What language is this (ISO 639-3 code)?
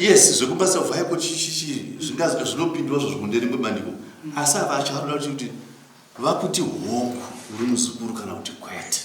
sna